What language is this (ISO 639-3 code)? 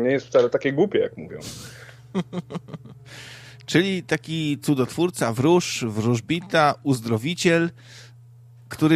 pol